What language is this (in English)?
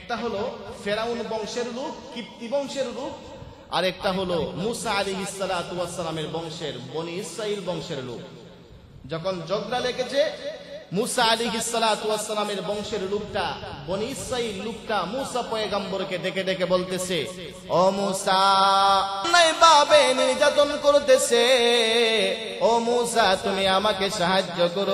Bangla